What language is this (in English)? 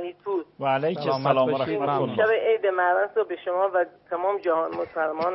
Persian